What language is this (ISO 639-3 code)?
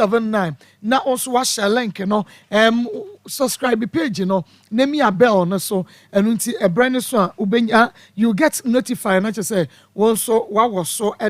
aka